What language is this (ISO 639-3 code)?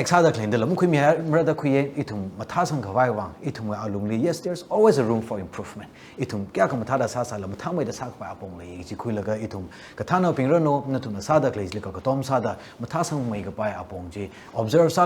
nmf